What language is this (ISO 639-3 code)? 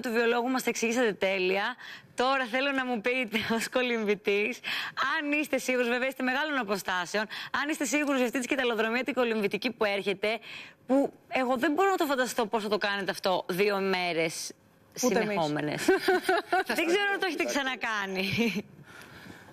ell